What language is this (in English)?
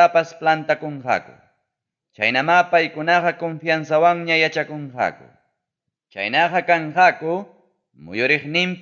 Ayacucho Quechua